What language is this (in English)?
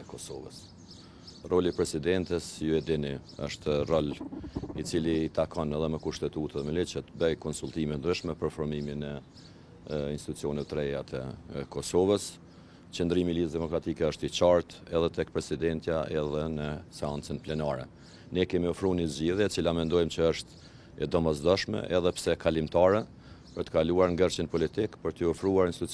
Albanian